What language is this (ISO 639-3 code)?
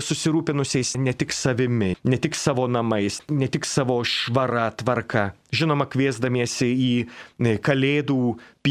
lit